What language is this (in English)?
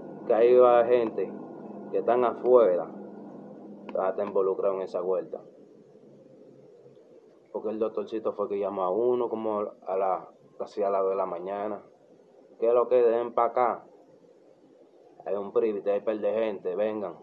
Spanish